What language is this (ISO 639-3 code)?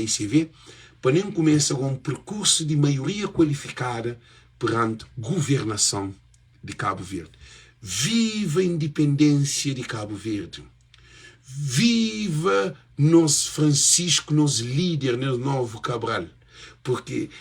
kea